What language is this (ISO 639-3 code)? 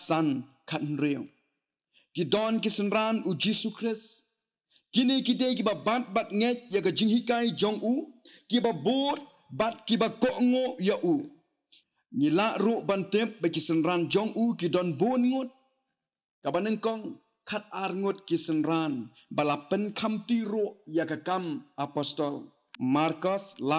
kha